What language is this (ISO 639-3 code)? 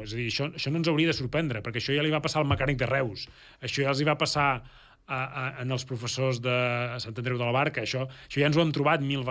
cat